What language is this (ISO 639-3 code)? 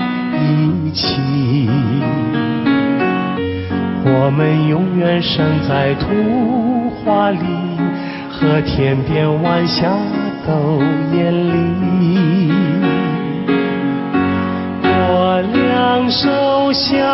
zho